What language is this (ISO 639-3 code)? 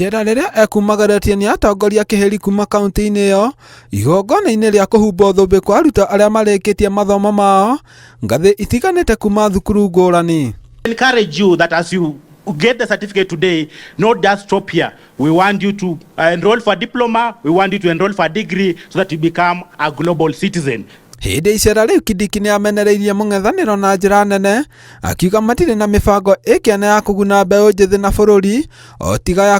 kik